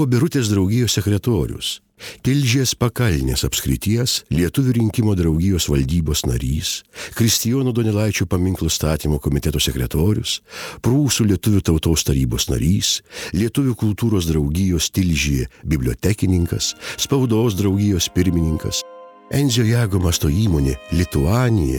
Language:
Lithuanian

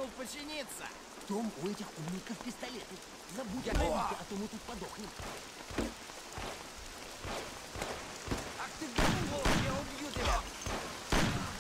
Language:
Russian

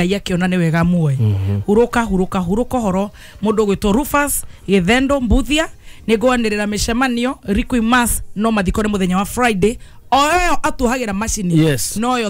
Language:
Kikuyu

